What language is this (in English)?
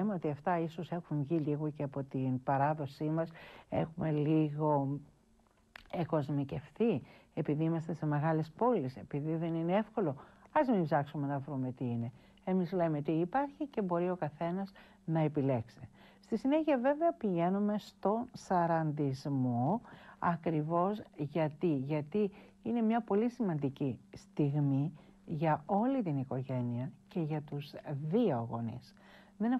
Greek